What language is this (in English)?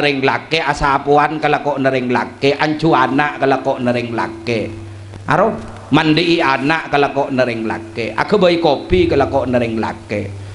Madurese